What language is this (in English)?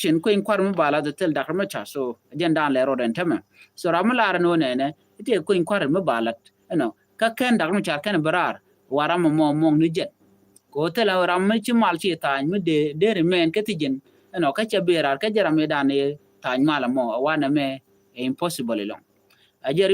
Nuer